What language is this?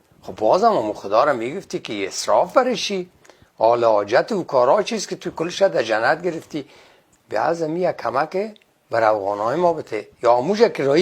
Persian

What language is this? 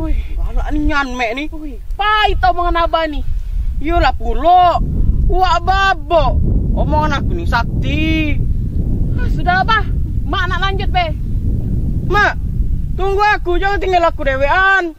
Musi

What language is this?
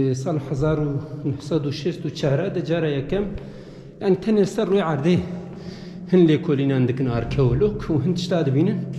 Kurdish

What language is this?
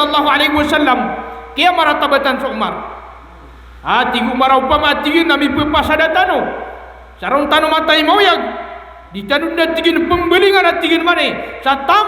Maranao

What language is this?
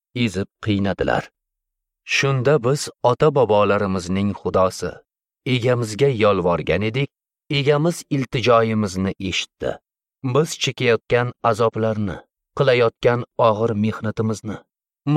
Uzbek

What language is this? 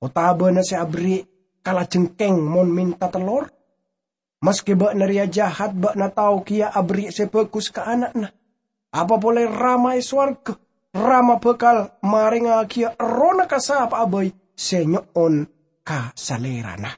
Madurese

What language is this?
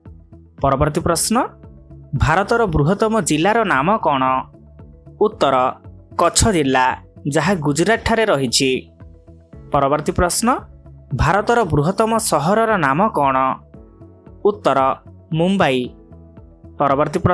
Odia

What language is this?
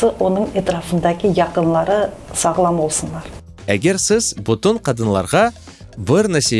Crimean Tatar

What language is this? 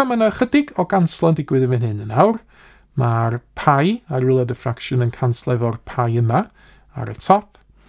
Welsh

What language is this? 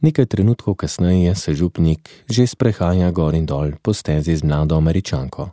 Slovenian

